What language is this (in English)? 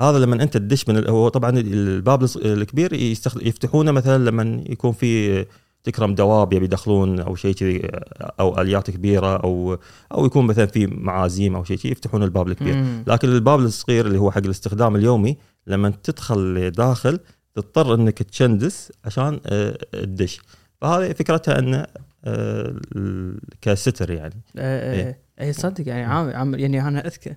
Gulf Arabic